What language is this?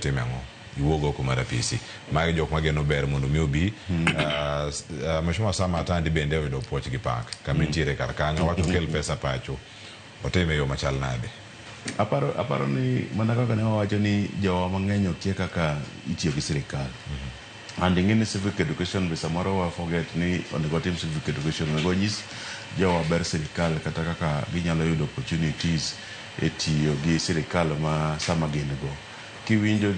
Luo (Kenya and Tanzania)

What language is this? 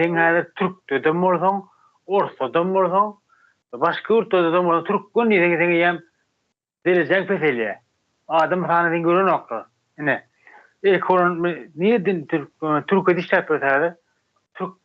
Turkmen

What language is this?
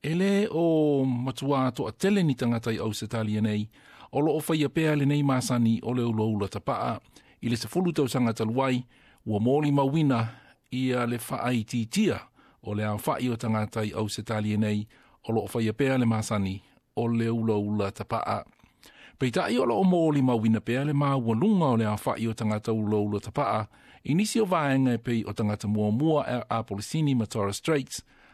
Samoan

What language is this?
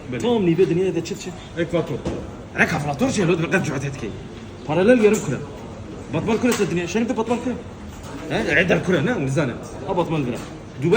Kurdish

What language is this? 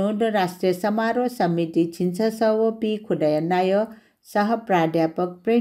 Newari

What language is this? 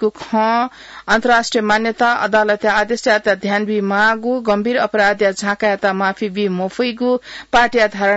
Newari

